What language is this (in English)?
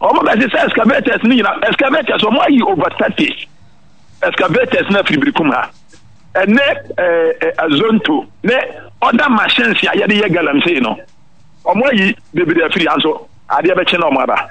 Akan